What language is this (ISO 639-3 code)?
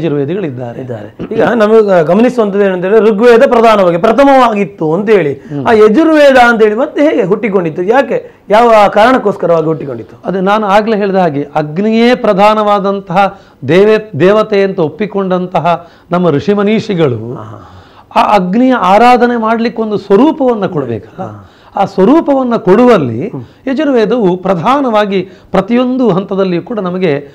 kan